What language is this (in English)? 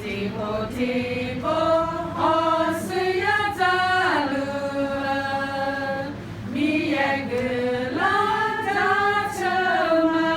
Akha